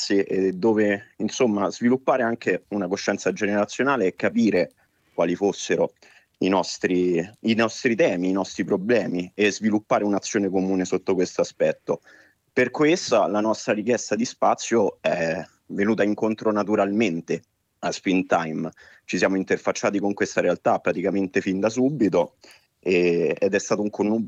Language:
Italian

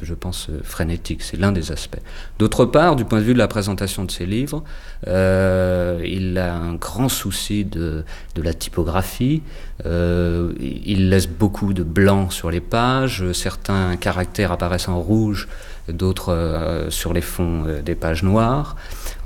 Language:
French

